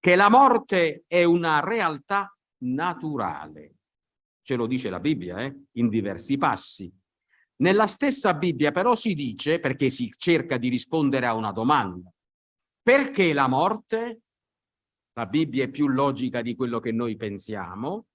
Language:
Italian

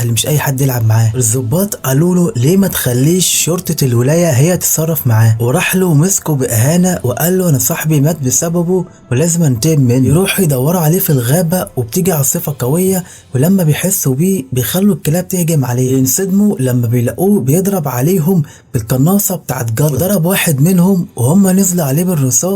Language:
Egyptian Arabic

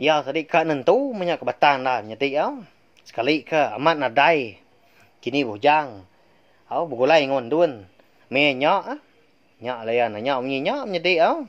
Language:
Iban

